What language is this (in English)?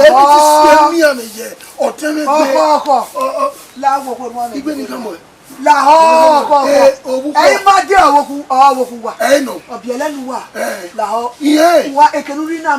Bini